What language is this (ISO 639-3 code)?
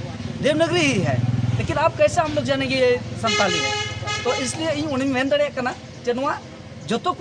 sat